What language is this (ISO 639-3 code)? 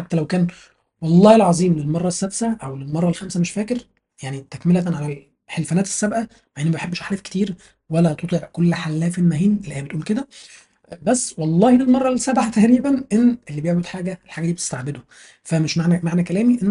arz